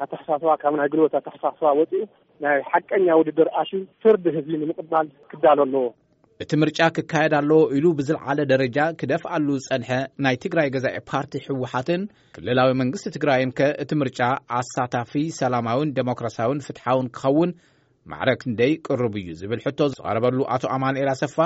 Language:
Tigrinya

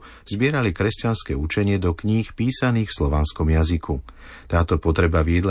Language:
Slovak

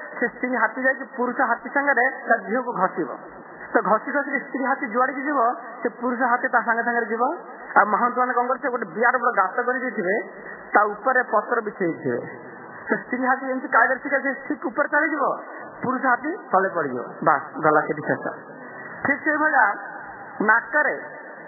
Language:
Odia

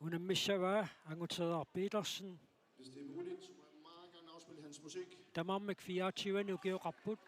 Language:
Kalaallisut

